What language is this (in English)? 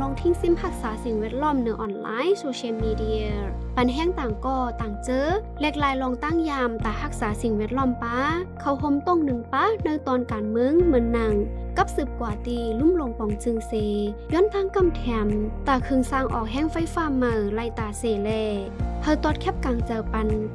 Shan